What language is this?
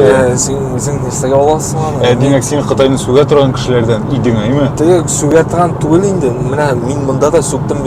Tatar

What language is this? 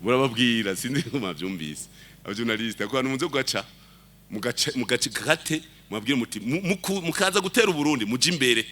Rundi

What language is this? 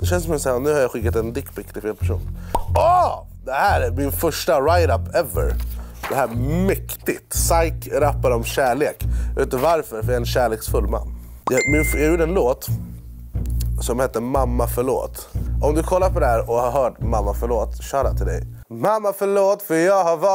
Swedish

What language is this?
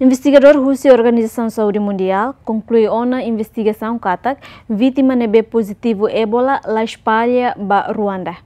Tetum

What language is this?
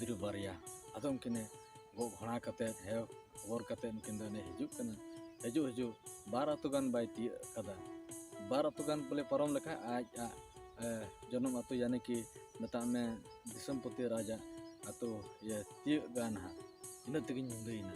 Santali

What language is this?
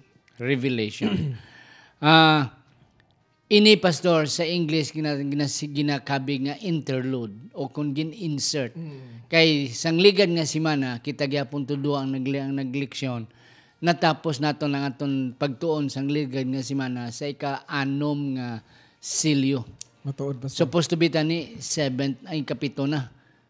Hiligaynon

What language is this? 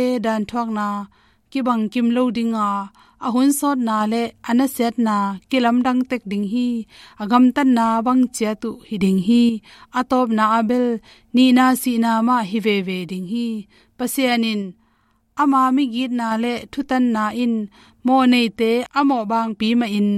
Tedim Chin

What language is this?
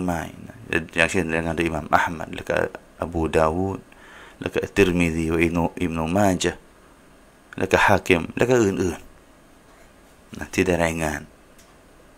Thai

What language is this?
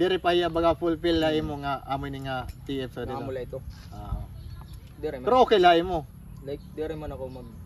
Waray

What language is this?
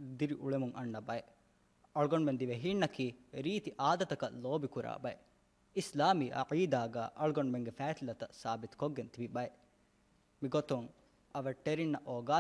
Divehi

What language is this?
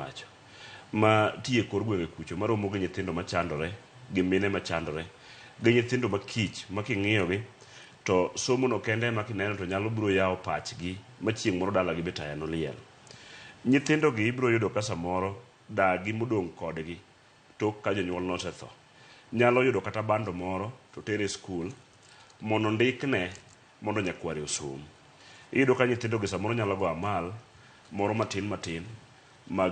Luo (Kenya and Tanzania)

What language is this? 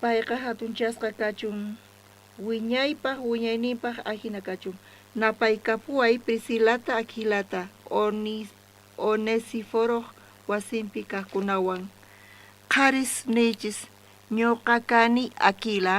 South Bolivian Quechua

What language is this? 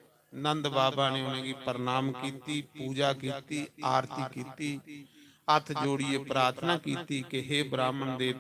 Dogri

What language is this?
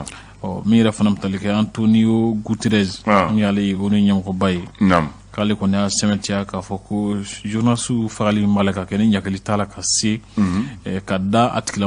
Bambara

